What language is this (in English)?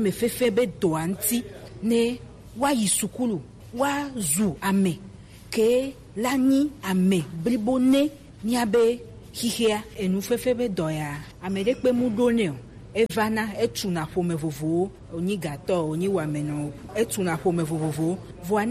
Gen